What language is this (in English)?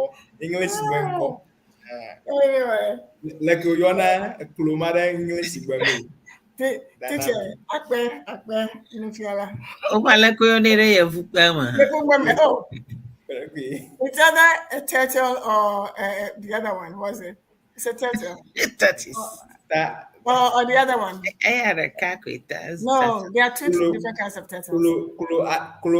Ewe